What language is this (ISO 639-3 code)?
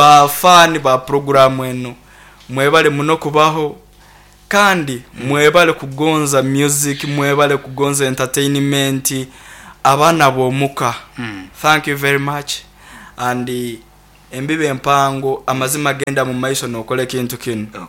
nyn